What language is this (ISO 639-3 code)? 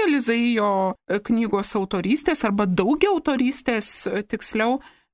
lit